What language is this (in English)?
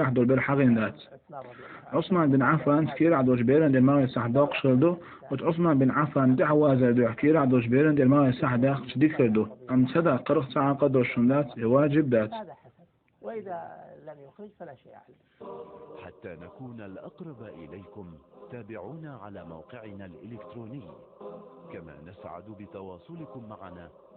Chechen